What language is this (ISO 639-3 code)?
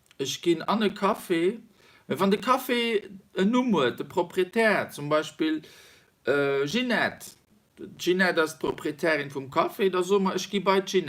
ltz